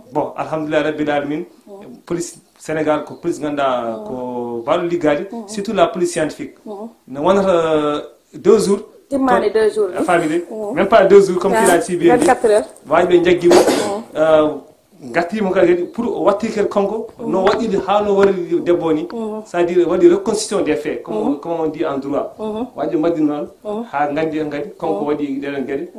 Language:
Fula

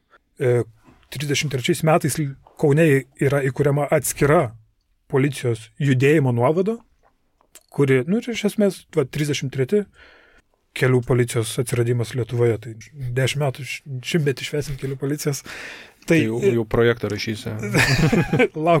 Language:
Lithuanian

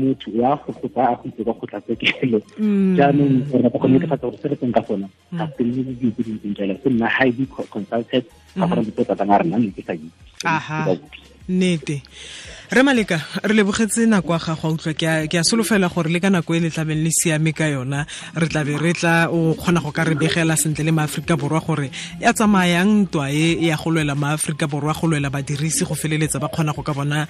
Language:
Tswana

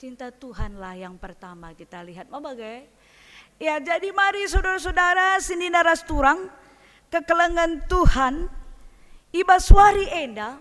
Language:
Batak Karo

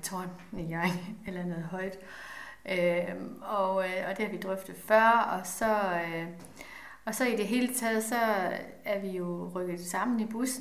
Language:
Danish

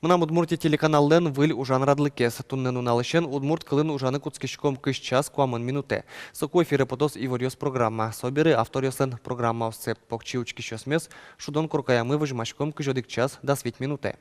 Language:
Udmurt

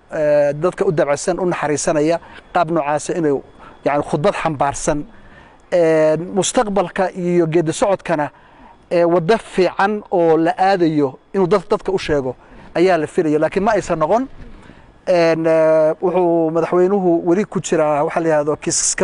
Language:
Somali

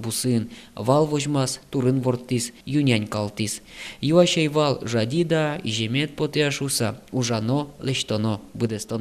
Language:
Udmurt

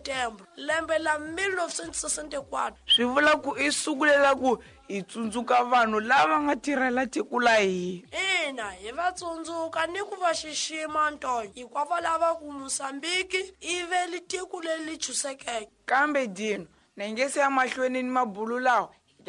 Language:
Tsonga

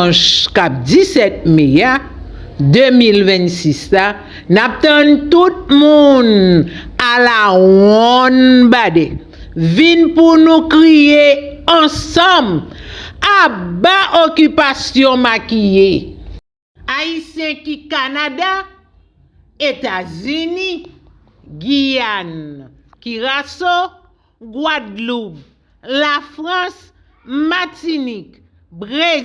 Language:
Haitian Creole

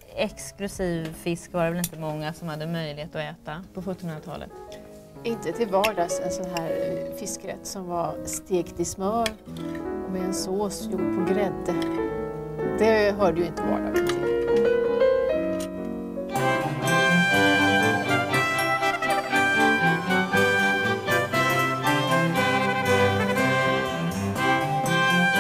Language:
Swedish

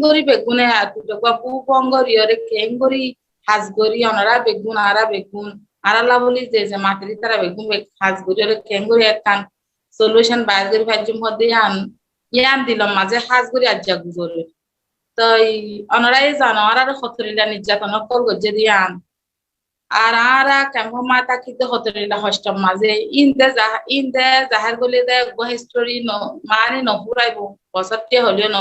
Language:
Rohingya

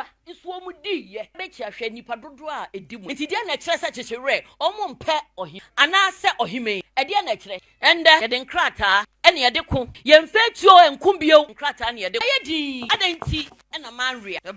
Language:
Akan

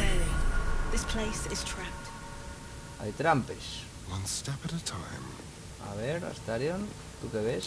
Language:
Asturian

